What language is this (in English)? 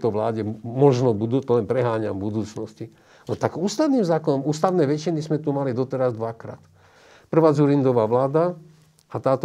Slovak